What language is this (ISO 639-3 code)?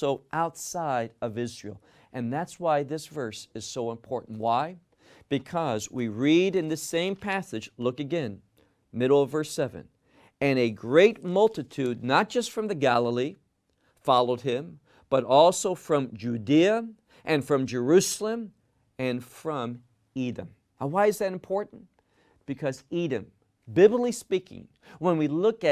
eng